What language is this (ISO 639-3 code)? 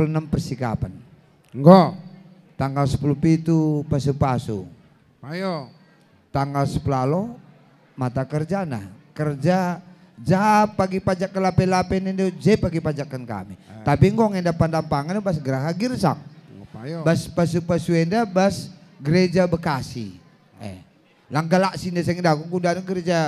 btx